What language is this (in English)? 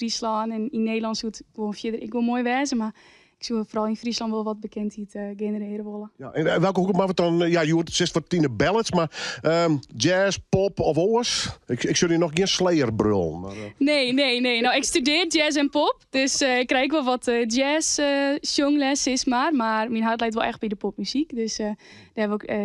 Western Frisian